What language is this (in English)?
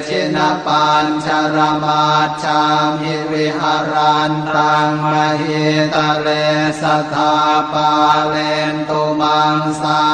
Pali